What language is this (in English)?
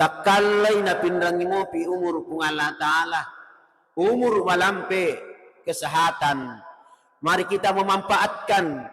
Buginese